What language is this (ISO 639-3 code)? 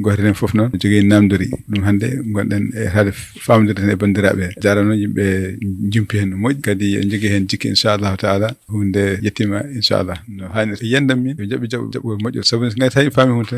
ful